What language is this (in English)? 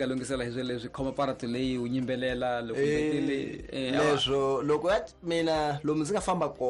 Tsonga